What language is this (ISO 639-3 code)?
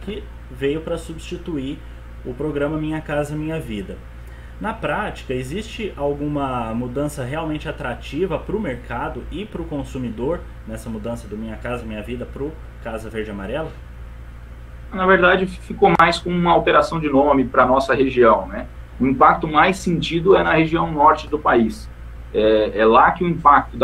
por